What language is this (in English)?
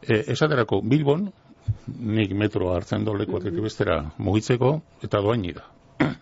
Basque